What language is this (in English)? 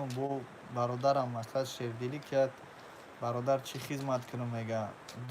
Tajik